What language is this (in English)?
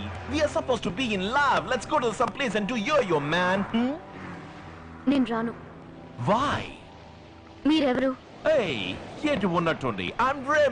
Telugu